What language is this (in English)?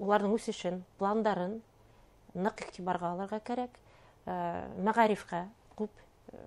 Bashkir